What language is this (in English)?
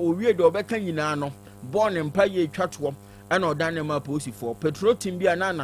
Akan